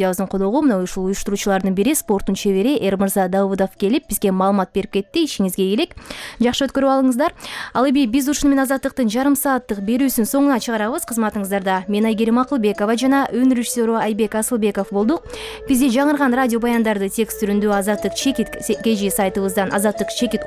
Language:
Kyrgyz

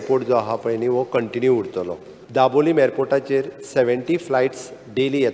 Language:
Konkani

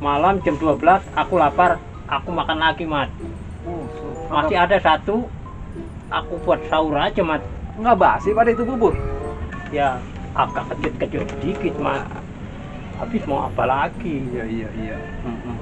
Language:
Betawi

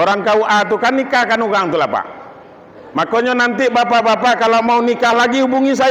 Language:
Minangkabau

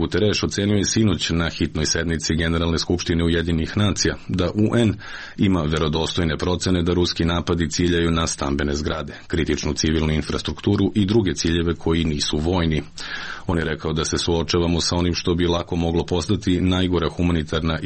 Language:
Serbian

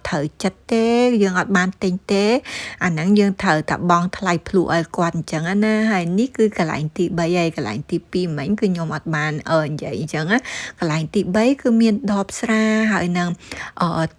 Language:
Khmer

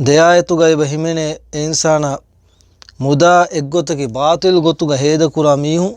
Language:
Divehi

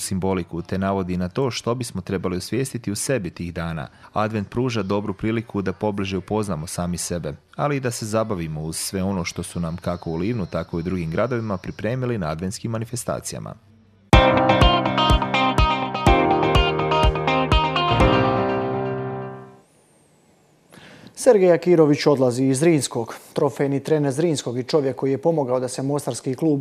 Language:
Croatian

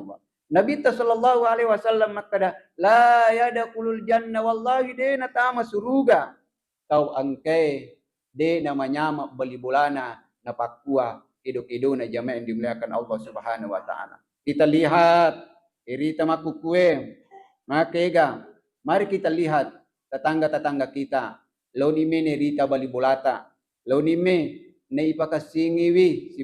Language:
Buginese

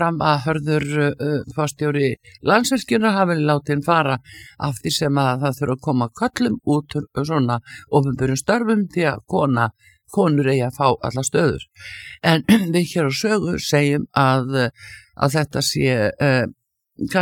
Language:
Icelandic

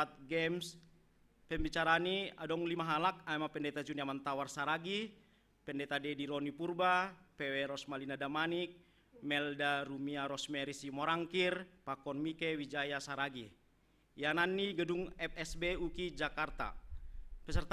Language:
Batak Simalungun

